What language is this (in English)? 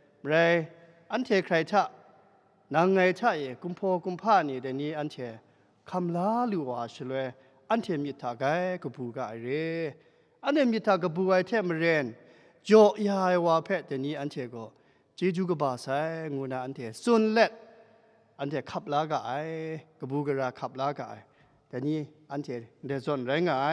Kachin